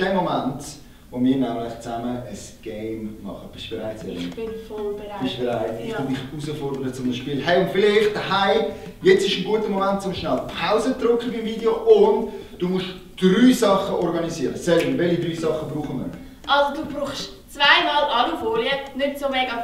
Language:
Swiss German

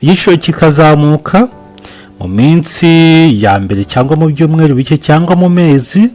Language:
Kinyarwanda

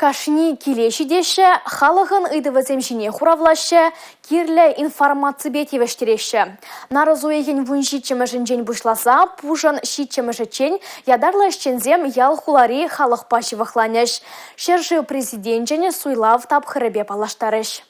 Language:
Chuvash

